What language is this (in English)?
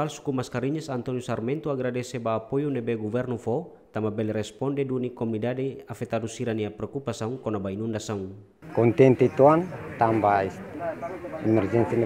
Tetum